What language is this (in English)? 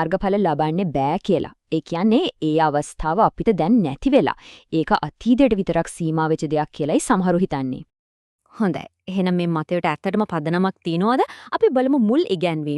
Sinhala